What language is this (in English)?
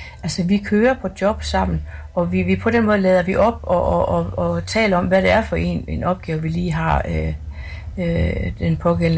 Danish